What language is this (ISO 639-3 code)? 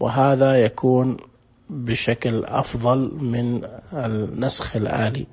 ars